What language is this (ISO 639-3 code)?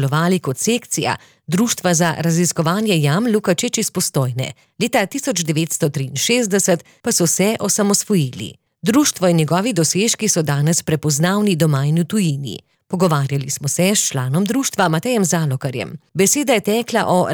slv